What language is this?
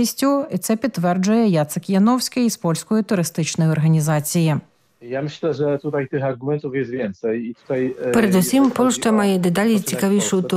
Ukrainian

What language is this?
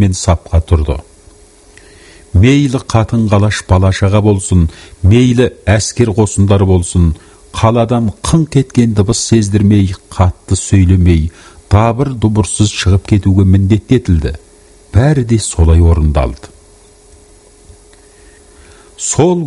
Kazakh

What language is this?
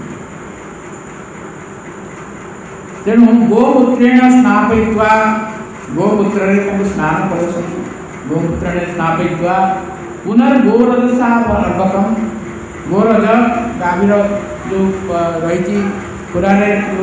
Odia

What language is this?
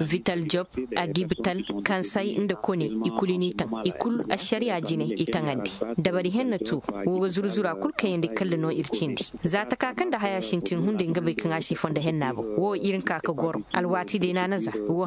Koyraboro Senni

